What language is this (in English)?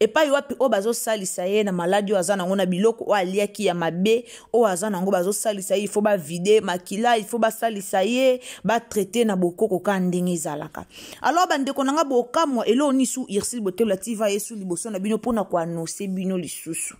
Lingala